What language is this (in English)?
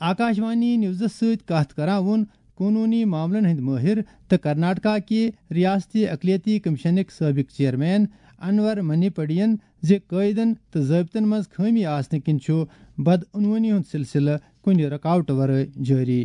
Kashmiri